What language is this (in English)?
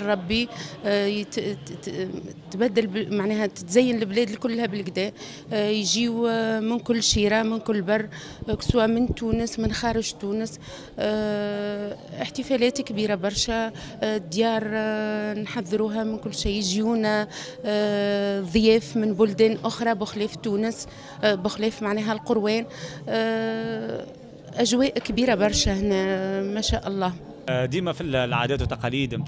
Tunisian Arabic